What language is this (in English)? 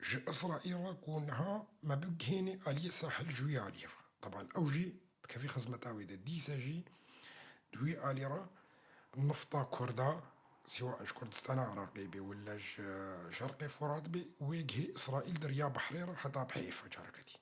Kurdish